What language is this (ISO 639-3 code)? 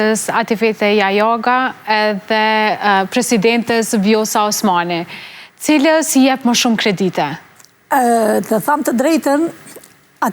sqi